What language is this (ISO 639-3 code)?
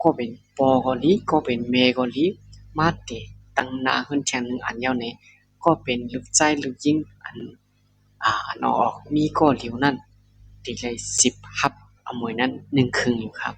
shn